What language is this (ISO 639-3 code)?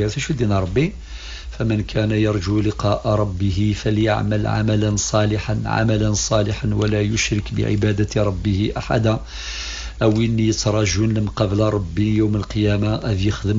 kab